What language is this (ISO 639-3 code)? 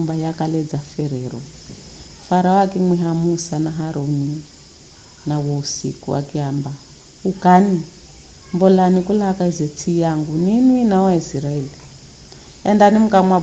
nyf